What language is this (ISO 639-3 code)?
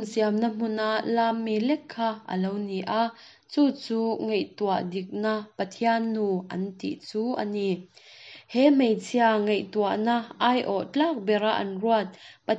lus